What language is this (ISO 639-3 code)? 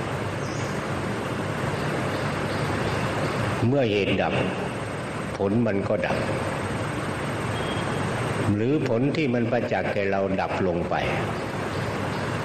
tha